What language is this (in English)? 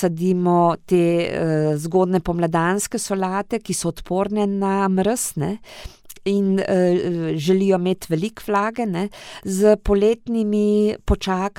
Slovenian